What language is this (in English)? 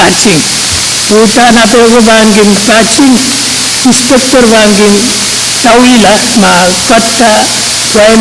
Pohnpeian